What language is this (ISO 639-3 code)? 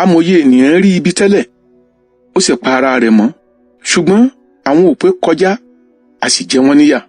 yor